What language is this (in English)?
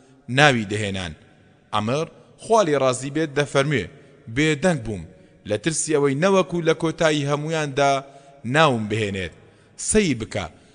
Central Kurdish